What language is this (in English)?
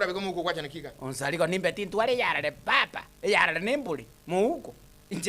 Gusii